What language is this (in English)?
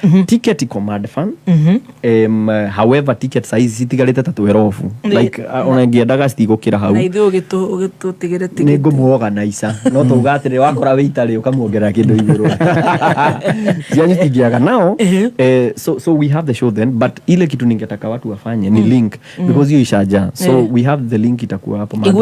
Kikuyu